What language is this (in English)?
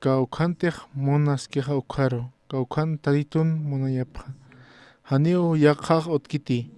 Aymara